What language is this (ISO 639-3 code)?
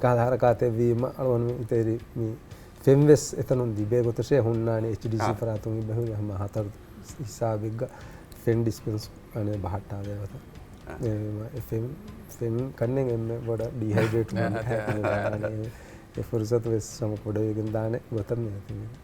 div